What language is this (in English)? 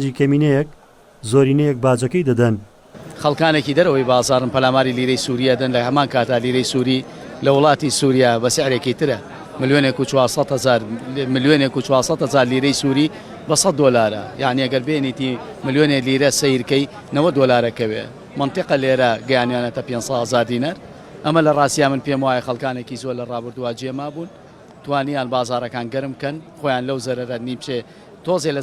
Central Kurdish